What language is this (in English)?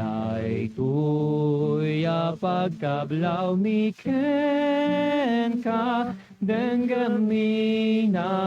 Iloko